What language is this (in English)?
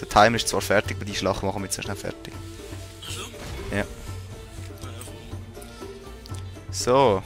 Swiss German